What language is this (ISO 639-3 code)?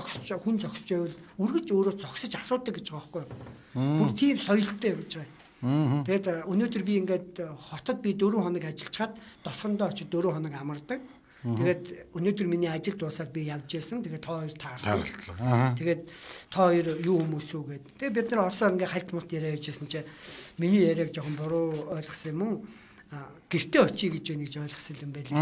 mon